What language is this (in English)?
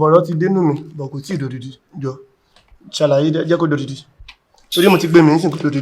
Yoruba